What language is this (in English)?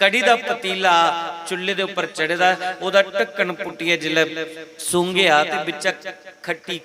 Dogri